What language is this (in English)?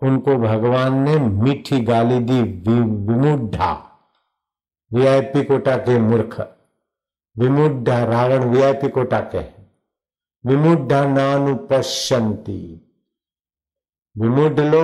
Hindi